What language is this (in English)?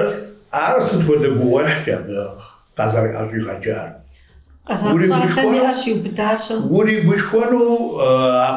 Kabardian